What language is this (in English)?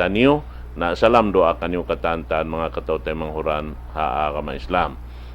Tausug